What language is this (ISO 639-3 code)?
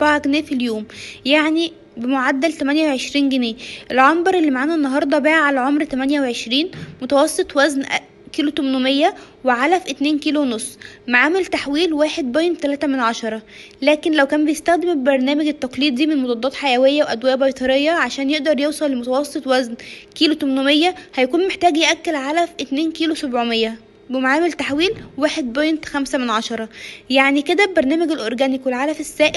arz